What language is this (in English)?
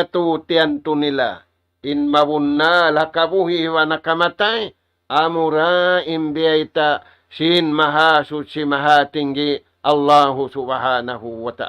Tausug